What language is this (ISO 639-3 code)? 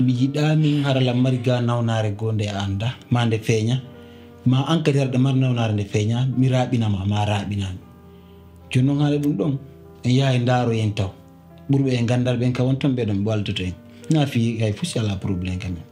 fuf